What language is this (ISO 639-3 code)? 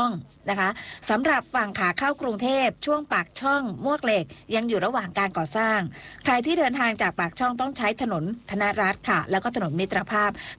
tha